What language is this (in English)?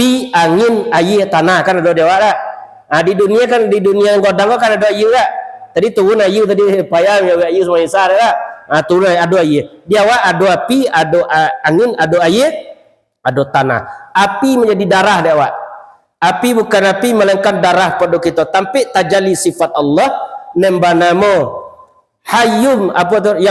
Minangkabau